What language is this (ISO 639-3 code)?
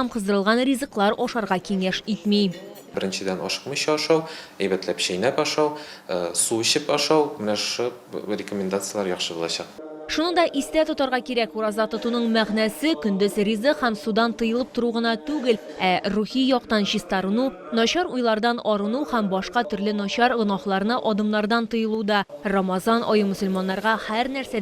tat